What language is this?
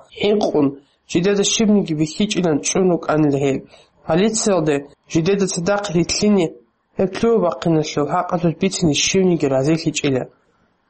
Avaric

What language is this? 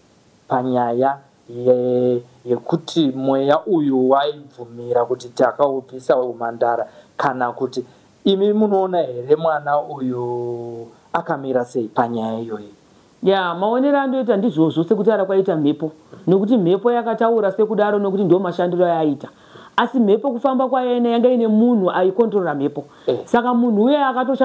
Shona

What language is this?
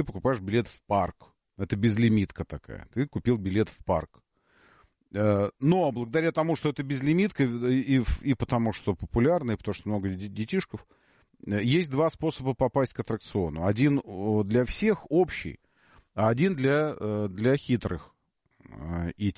Russian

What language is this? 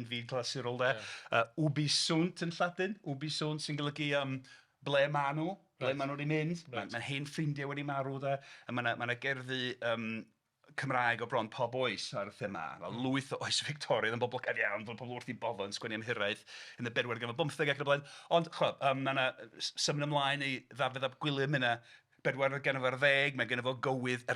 Welsh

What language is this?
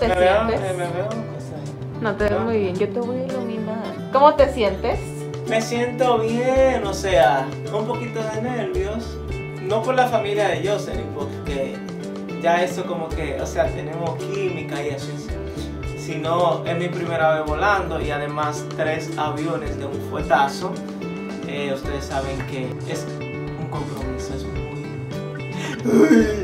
Spanish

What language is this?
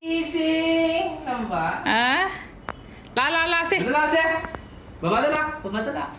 Manipuri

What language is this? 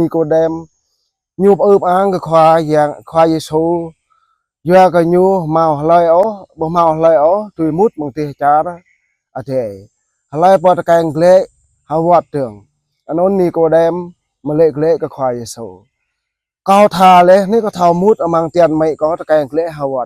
Jarai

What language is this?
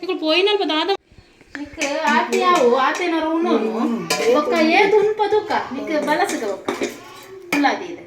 Tulu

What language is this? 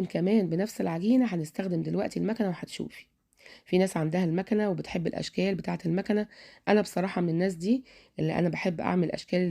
Egyptian Arabic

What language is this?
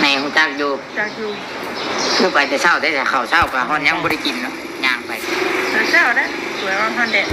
Northeastern Thai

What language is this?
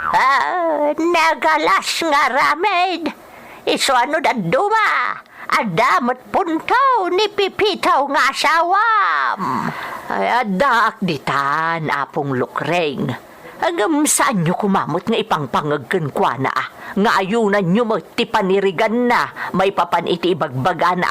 Iloko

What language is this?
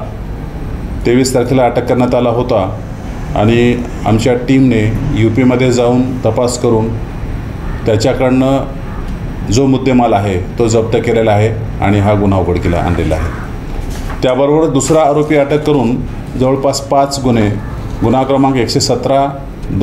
Marathi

